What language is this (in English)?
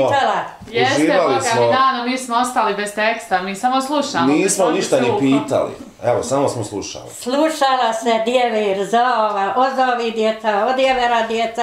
Bosnian